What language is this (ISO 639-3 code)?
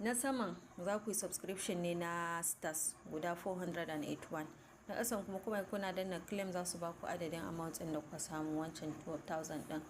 hau